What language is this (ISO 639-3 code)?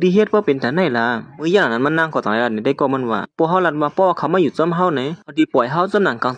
shn